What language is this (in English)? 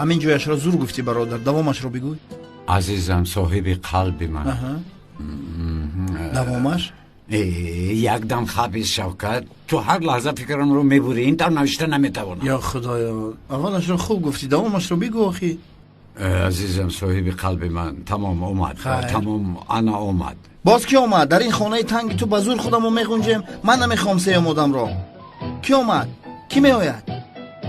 Tajik